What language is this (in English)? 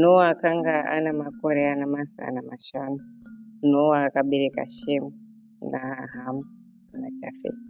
Shona